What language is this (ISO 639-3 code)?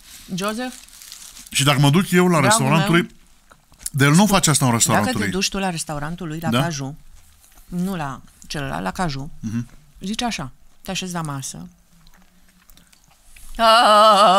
ron